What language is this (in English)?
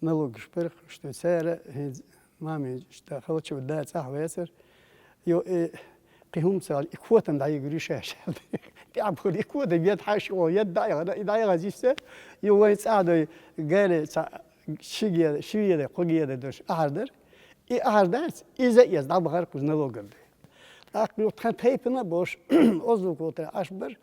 Chechen